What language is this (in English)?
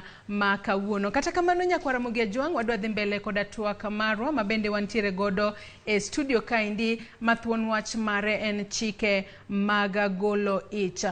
Luo (Kenya and Tanzania)